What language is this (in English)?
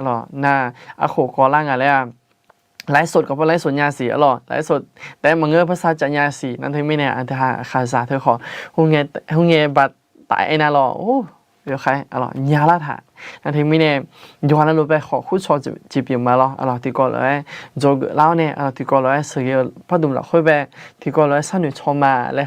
Akha